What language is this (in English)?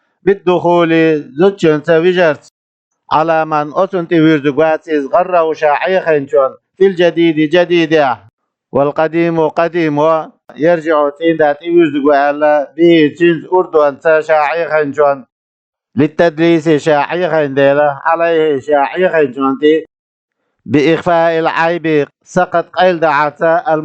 Chechen